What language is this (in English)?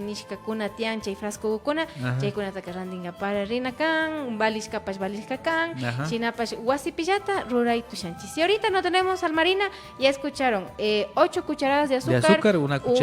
Imbabura Highland Quichua